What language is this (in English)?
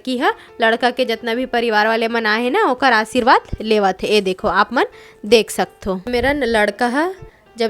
Chhattisgarhi